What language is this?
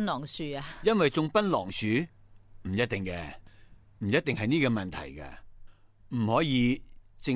Cantonese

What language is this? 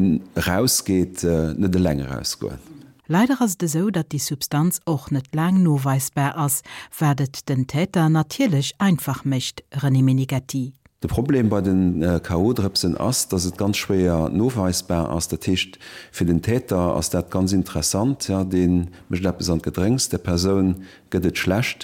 Luxembourgish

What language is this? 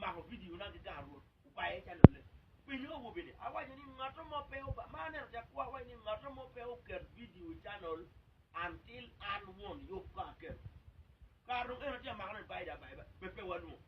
Acoli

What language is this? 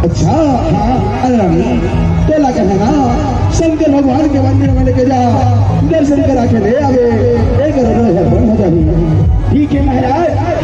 Chhattisgarhi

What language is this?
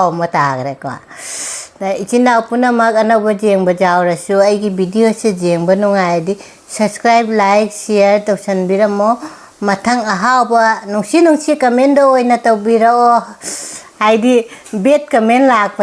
Manipuri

